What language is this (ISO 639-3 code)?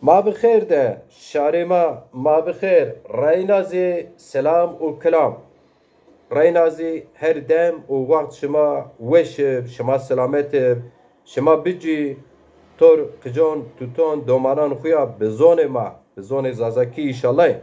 zza